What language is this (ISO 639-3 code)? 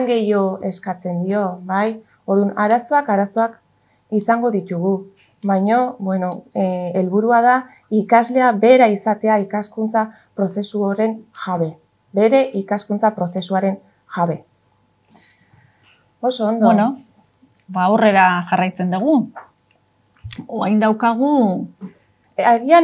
eus